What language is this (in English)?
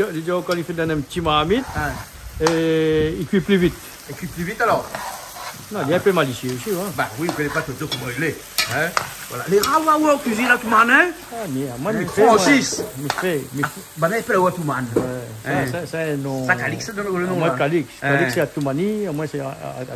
Réunion Creole French